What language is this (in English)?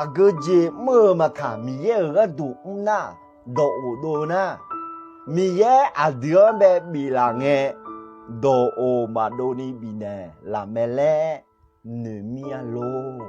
Akha